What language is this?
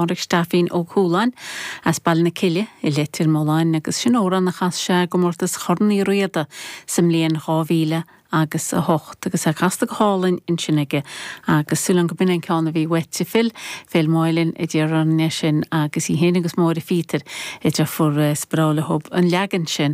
Irish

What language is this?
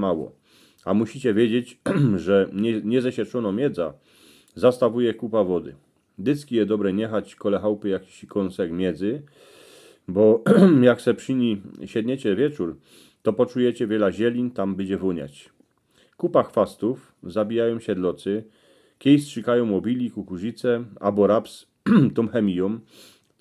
Silesian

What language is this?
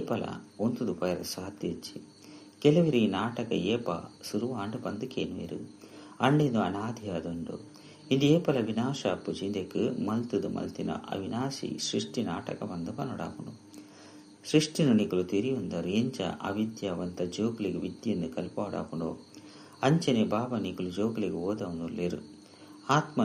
Tulu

